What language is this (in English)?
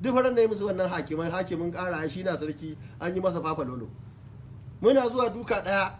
Hausa